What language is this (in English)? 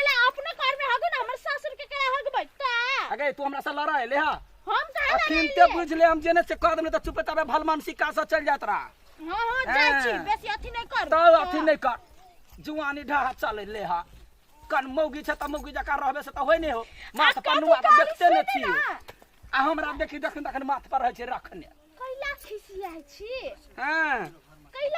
Maithili